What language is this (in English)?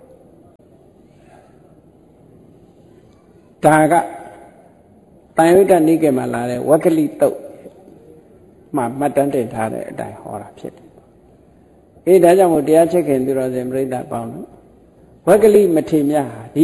Burmese